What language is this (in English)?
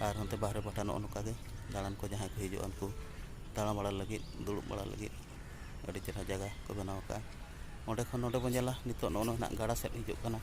Santali